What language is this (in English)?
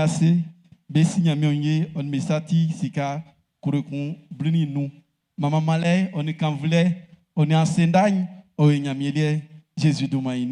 Baoulé